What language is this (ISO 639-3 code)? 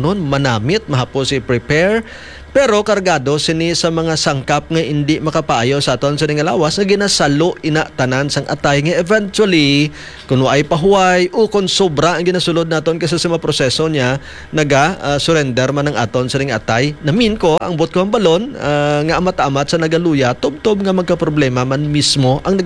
hil